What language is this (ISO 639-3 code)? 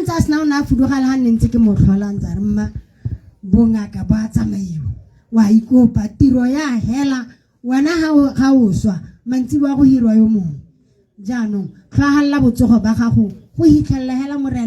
tsn